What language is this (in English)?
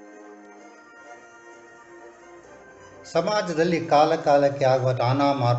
Kannada